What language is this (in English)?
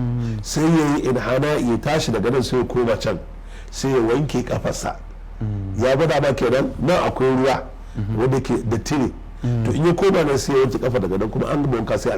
Hausa